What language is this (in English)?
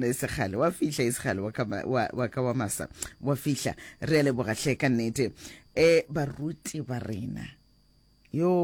Northern Sotho